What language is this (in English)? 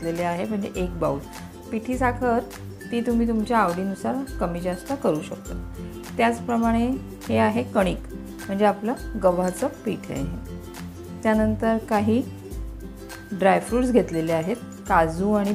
Marathi